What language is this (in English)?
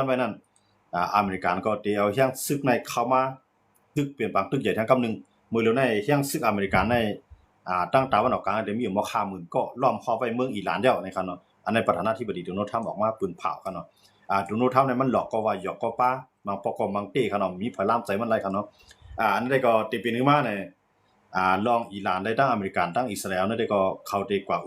Shan